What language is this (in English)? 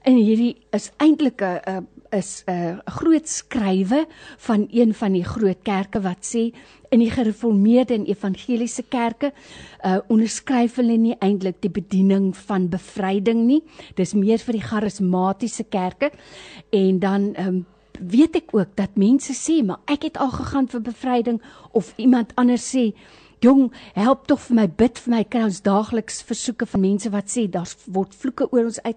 Afrikaans